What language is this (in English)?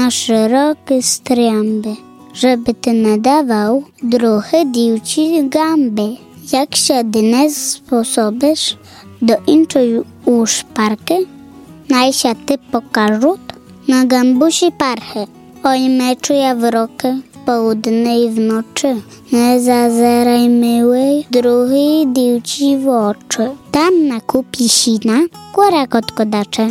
Rusyn